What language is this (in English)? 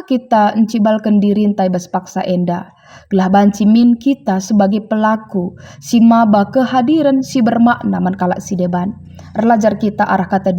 Batak Karo